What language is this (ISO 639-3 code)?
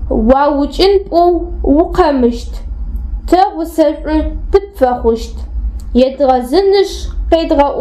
ady